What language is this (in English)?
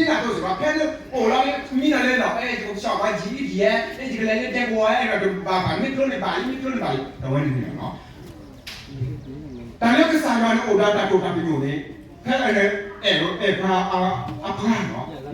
S'gaw Karen